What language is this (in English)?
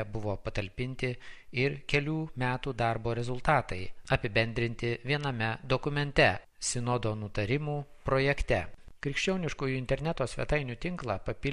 Lithuanian